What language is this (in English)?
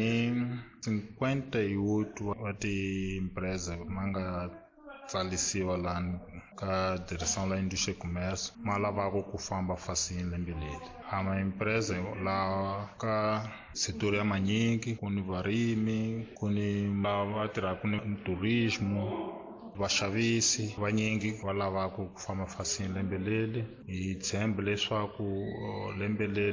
Tsonga